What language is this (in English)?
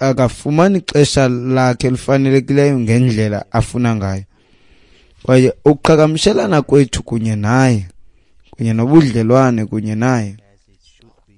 Xhosa